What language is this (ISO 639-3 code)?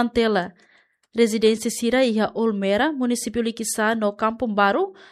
tet